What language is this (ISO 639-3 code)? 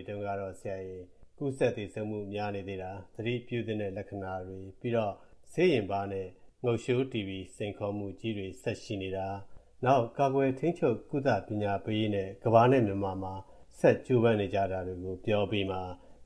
mya